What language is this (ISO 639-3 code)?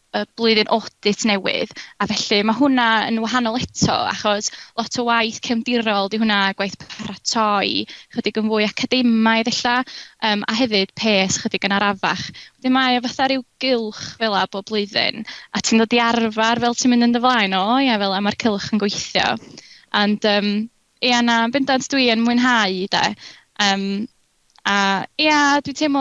cym